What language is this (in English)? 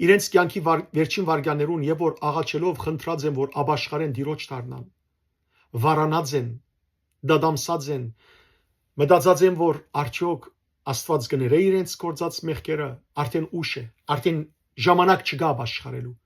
Western Armenian